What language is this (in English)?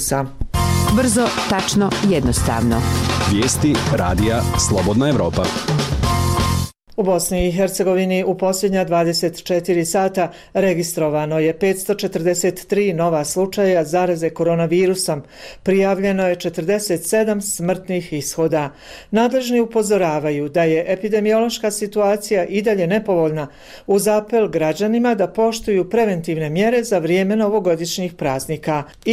Bosnian